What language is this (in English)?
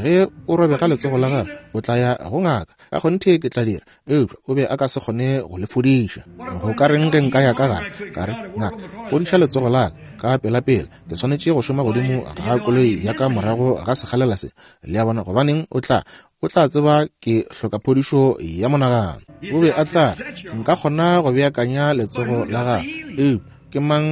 Northern Sotho